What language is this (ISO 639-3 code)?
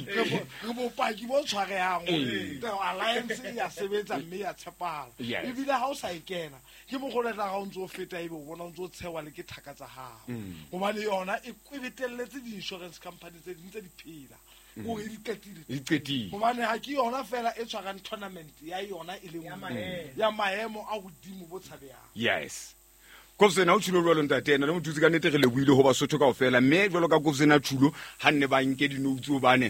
sot